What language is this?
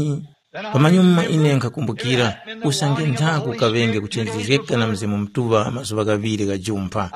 Tumbuka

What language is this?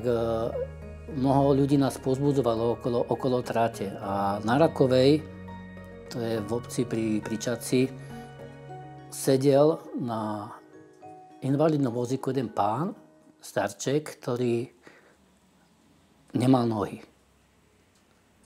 Slovak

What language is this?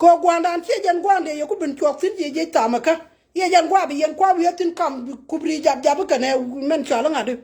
Nuer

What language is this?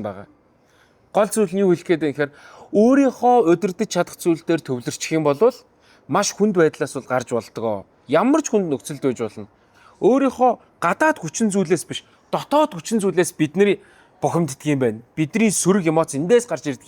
Mongolian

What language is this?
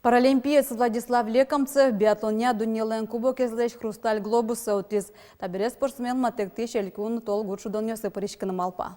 Udmurt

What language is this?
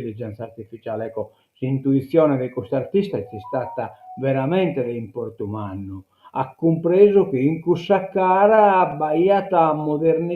Sardinian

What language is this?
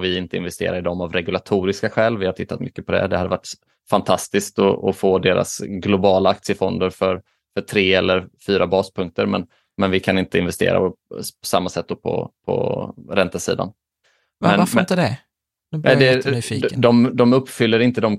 Swedish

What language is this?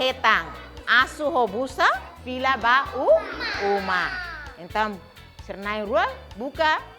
Tetum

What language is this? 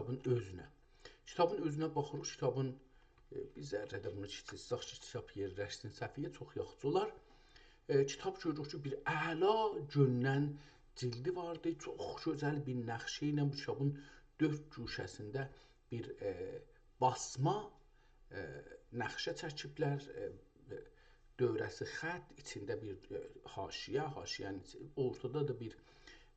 South Azerbaijani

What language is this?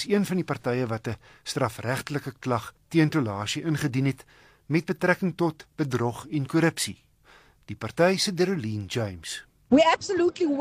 Afrikaans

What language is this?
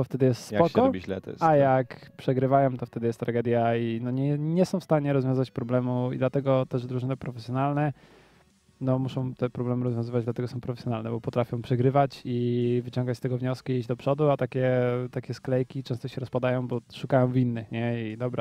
Polish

